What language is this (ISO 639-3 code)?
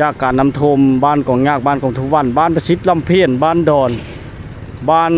lao